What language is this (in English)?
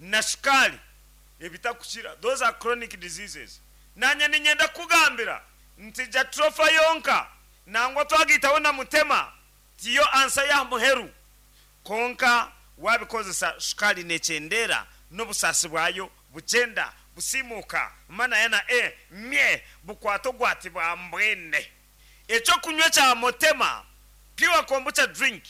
Nyankole